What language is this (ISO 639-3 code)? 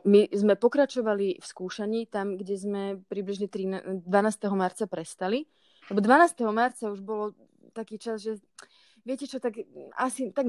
slk